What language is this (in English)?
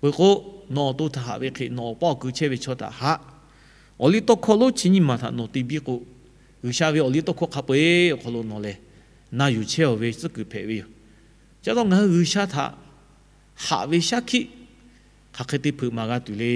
Lahu